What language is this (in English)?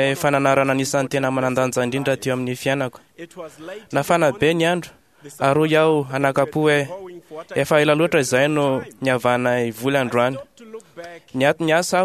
Malagasy